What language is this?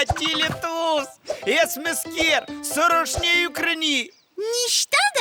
Chuvash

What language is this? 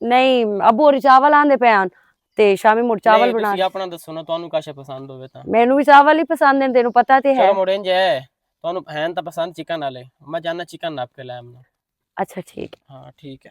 Western Panjabi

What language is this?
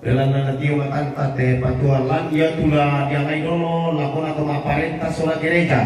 Toraja-Sa'dan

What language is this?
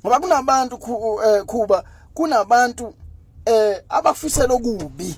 Zulu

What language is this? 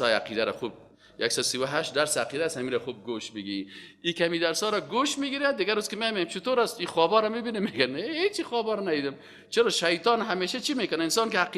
Persian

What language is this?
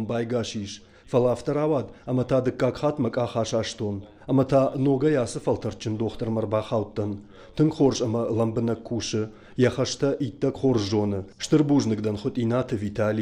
Ossetic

